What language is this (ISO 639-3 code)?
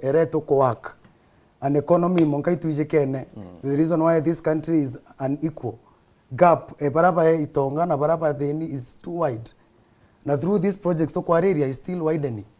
mer